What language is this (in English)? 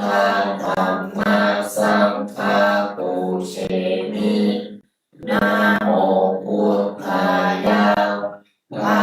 Pali